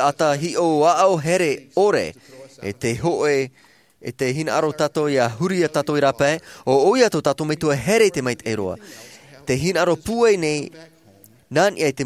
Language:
Tahitian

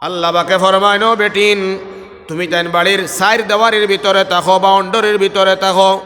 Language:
Sylheti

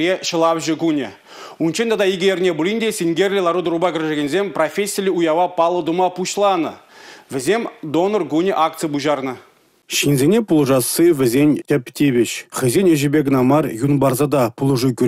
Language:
Chuvash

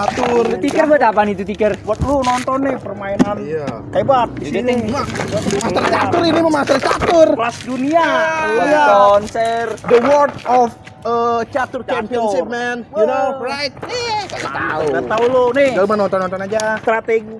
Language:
Betawi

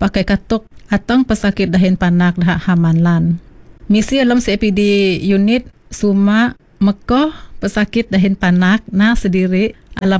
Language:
Iban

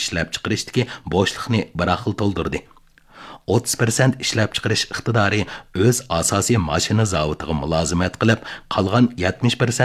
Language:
Uyghur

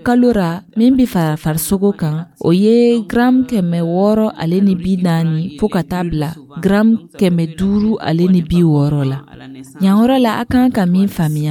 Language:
Dyula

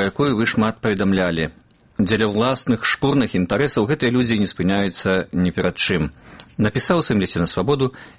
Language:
Belarusian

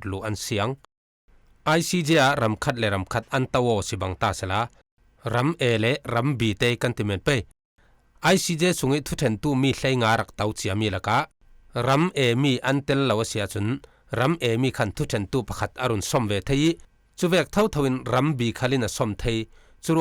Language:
Falam Chin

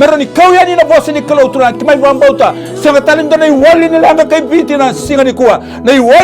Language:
Fijian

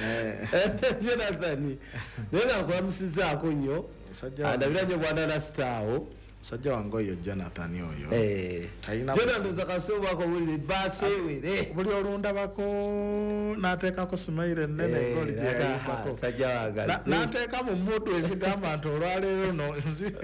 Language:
Ganda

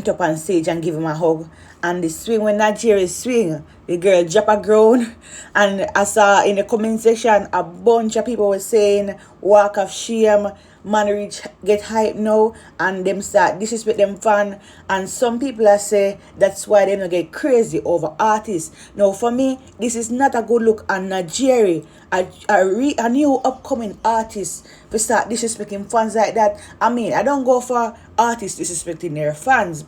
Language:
Jamaican Creole English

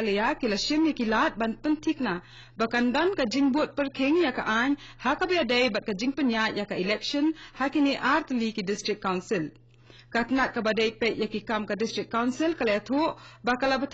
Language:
Khasi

